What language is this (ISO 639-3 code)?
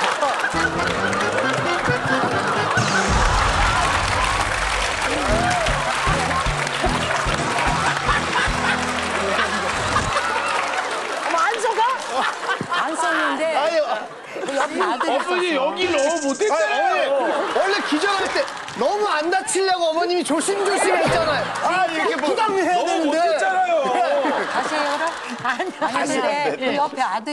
kor